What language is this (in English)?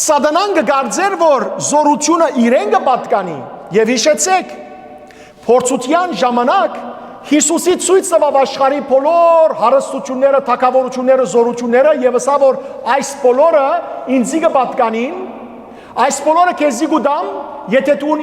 Western Armenian